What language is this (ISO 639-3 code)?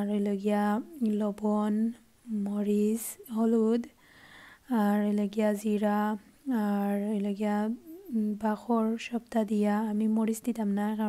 syl